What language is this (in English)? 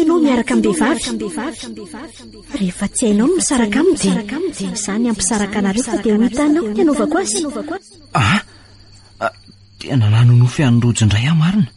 Malagasy